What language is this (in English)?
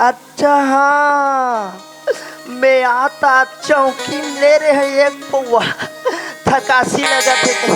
Chhattisgarhi